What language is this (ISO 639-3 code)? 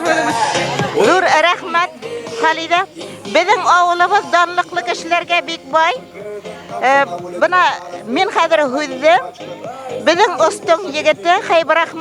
bak